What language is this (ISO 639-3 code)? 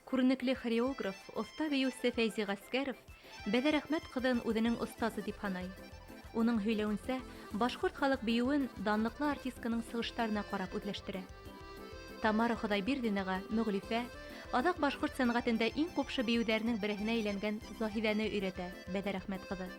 bak